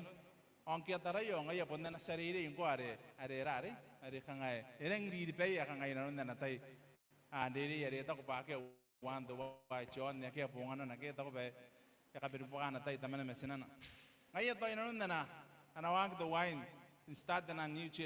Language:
Gilbertese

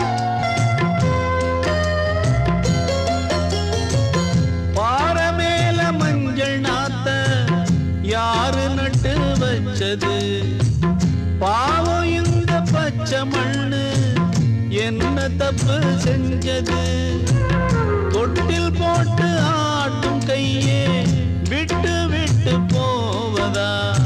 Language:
Tamil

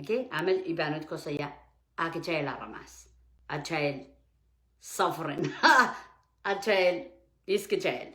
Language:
Pohnpeian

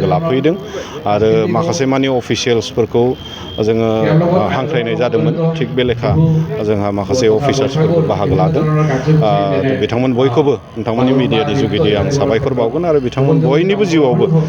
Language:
Bodo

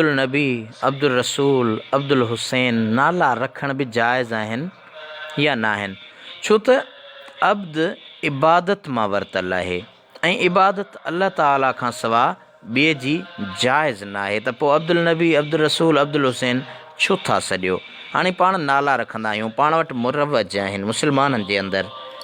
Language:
Sindhi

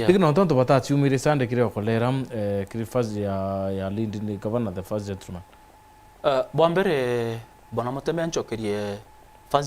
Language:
Meru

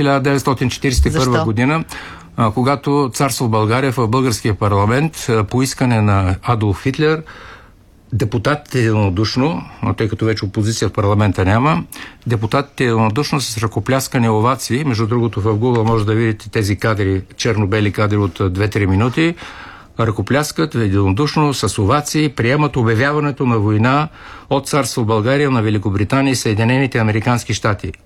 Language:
Bulgarian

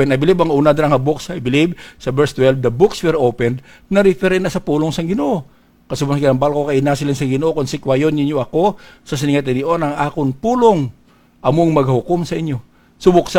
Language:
Hiligaynon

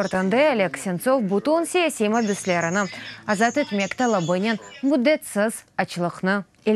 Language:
Crimean Tatar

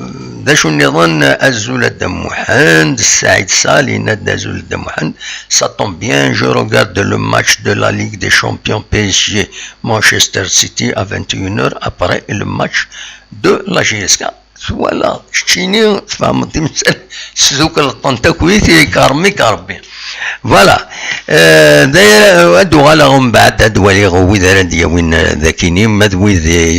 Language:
Kabyle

